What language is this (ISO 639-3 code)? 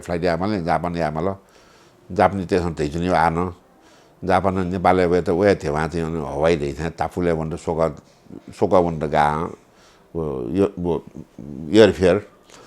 new